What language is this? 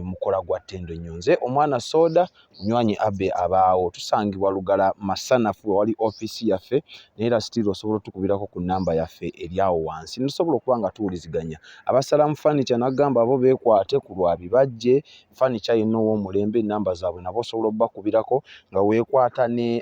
Ganda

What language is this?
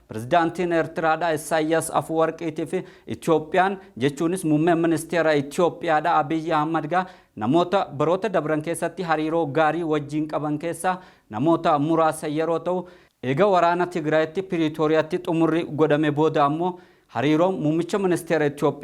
Oromo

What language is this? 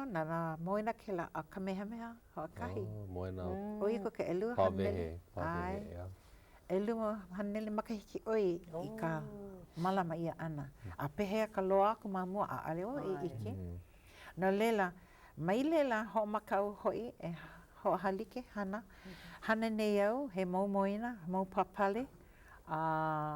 Hawaiian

